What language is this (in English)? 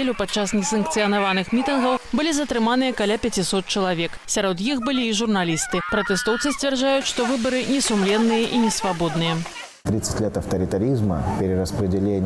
Belarusian